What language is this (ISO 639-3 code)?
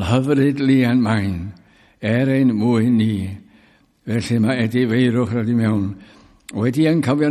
cym